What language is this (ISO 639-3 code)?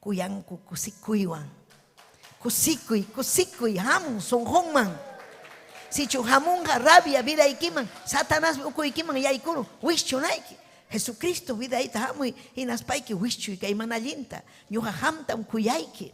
quy